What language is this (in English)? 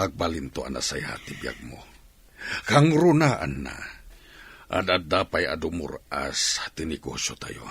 Iloko